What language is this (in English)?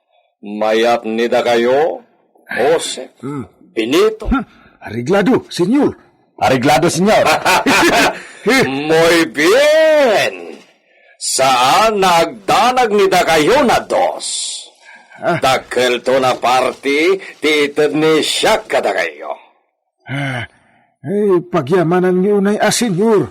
Iloko